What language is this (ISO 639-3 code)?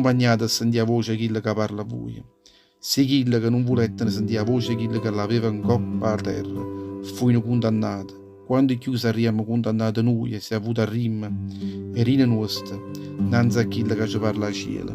nap